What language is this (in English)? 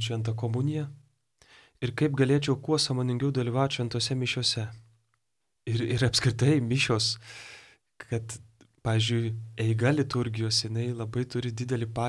Lithuanian